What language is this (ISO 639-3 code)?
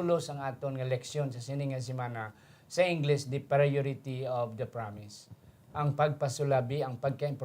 hil